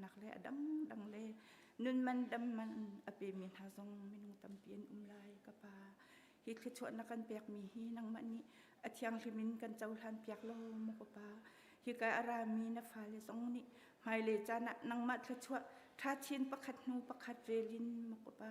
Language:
Hakha Chin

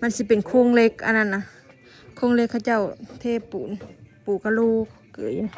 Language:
Northeastern Thai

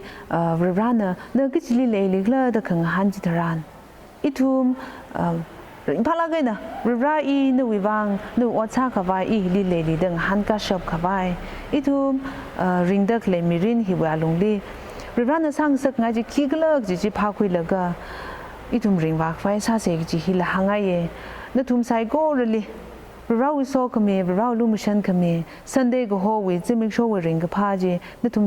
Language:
Tangkhul Naga (India)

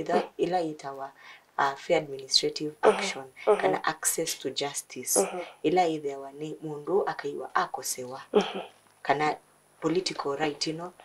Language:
Kamba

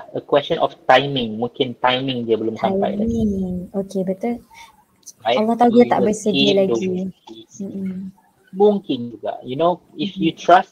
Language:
Malay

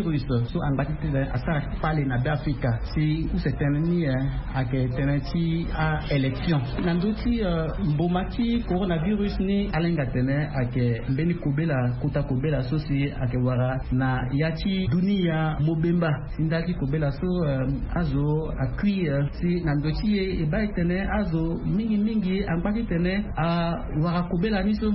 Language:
Sango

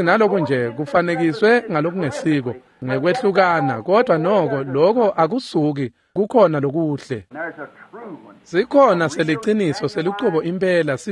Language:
Swati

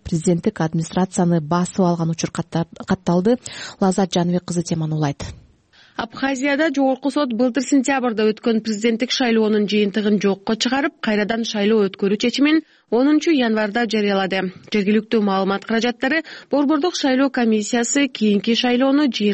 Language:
Kyrgyz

